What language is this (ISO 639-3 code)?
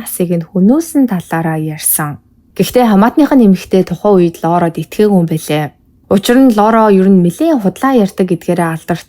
mon